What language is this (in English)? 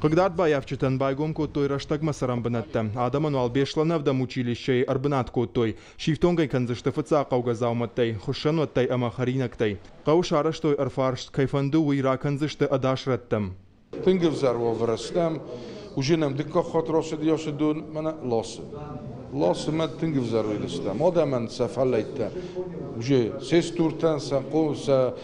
Ossetic